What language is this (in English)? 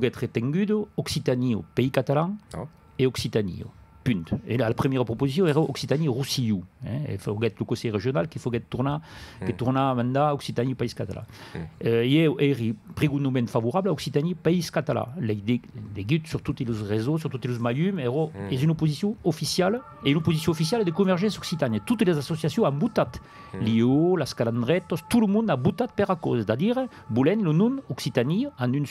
Occitan